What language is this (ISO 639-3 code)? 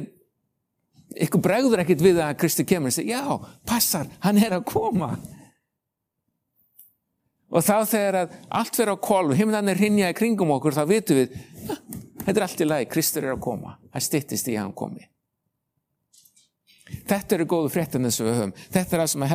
isl